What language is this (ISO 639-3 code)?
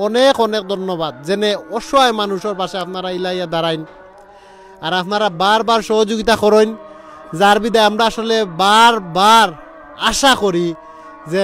syl